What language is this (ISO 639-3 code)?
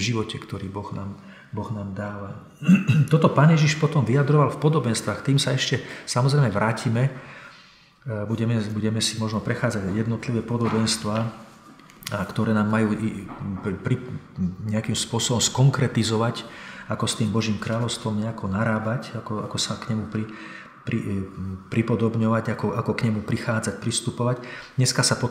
slk